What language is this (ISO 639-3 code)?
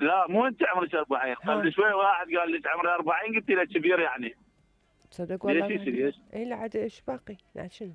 acm